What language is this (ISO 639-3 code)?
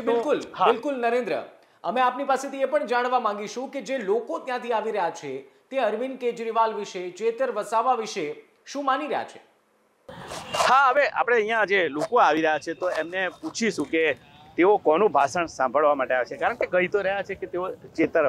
guj